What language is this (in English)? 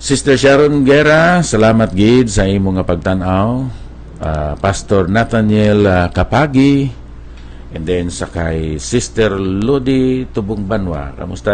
Hiligaynon